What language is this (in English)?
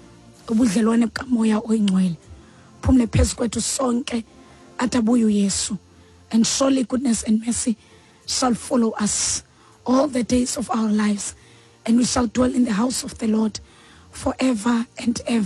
Xhosa